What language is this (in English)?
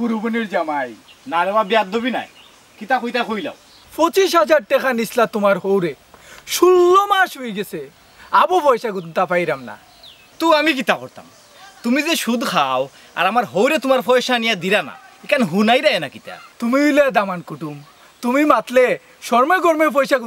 Sylheti